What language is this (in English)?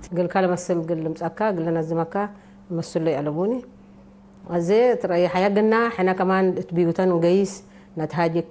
Tigre